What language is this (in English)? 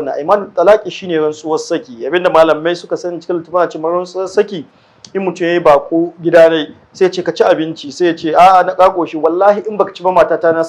Hausa